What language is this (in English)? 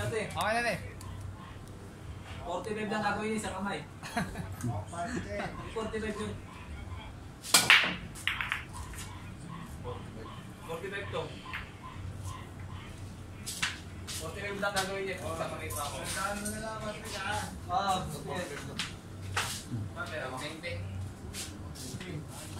Filipino